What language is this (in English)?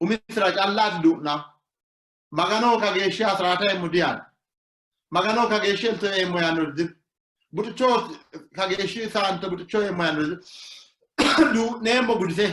Sidamo